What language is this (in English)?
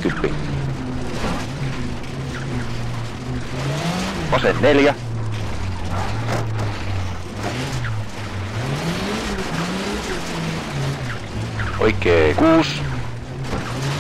Finnish